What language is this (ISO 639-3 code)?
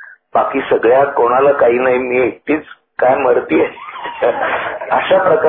mar